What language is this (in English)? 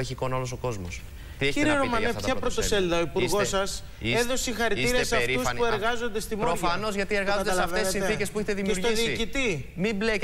Greek